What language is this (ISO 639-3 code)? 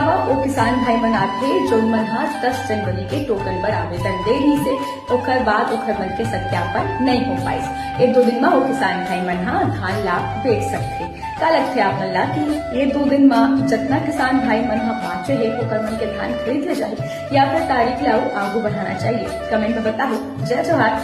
hne